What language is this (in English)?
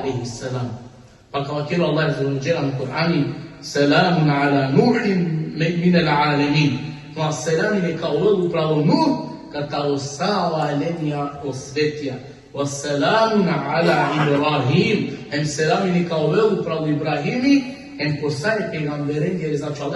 Balkan Romani